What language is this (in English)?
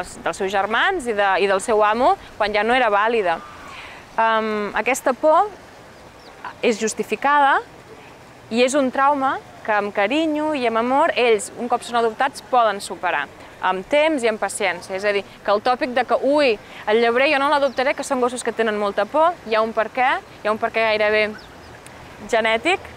Catalan